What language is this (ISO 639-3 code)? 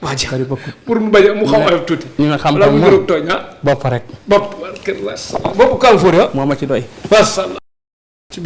wol